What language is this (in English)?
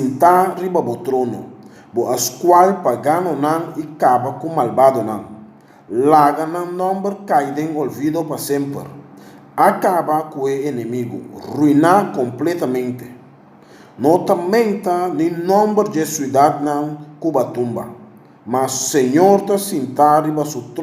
Papiamento